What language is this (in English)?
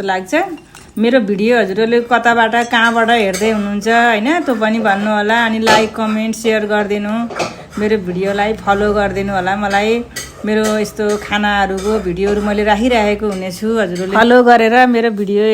Nepali